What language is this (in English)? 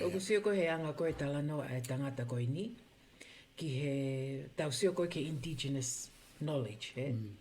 Tongan